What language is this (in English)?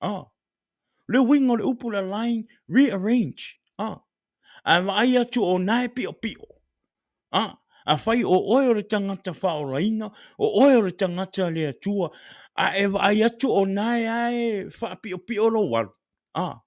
Samoan